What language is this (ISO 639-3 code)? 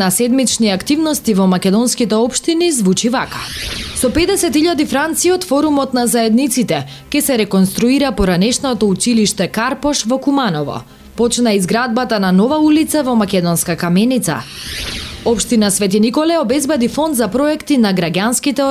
mkd